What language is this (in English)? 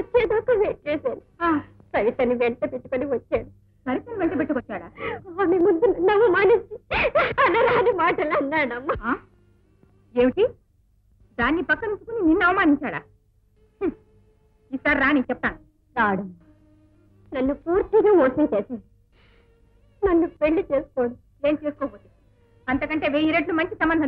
Telugu